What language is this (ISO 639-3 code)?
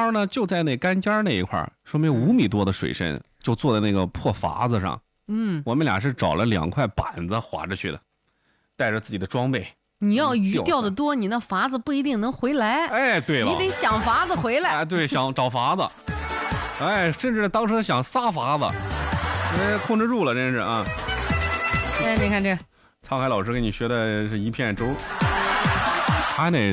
zho